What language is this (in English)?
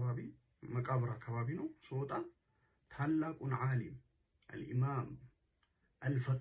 Amharic